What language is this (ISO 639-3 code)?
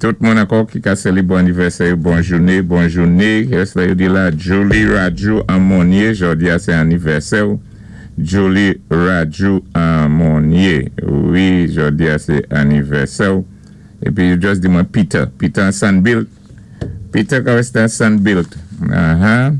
acf